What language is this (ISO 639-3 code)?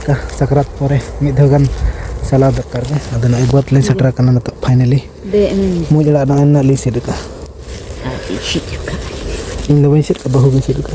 sat